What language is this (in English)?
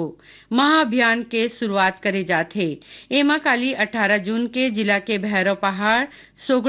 Chhattisgarhi